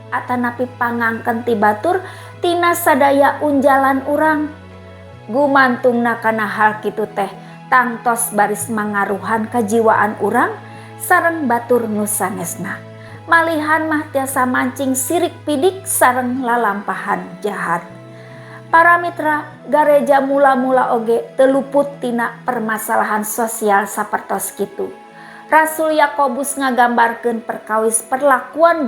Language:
Sundanese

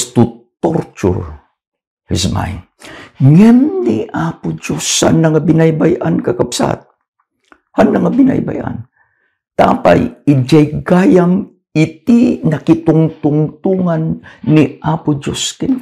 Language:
Iloko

